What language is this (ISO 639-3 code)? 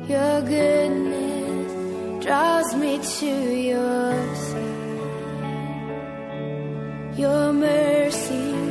est